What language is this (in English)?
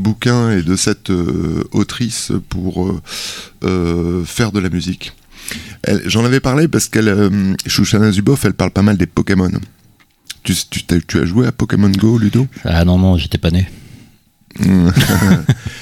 French